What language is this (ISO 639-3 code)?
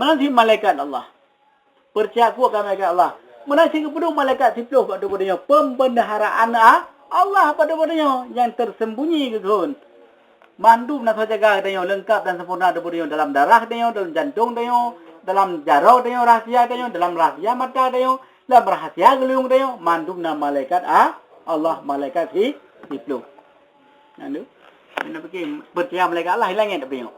ace